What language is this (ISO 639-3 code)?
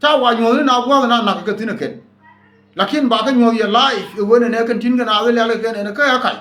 nus